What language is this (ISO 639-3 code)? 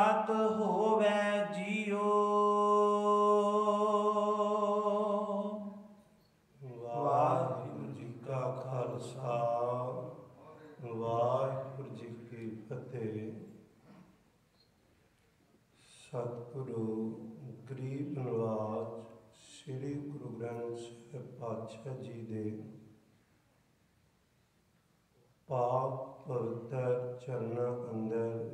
pan